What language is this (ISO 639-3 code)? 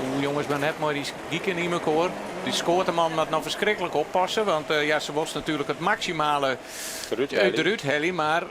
fry